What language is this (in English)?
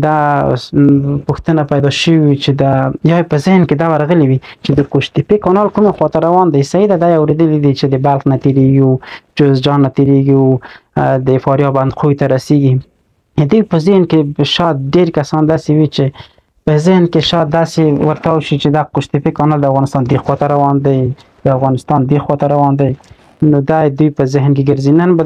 Pashto